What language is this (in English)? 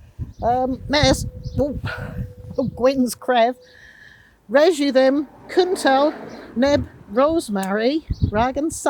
Cornish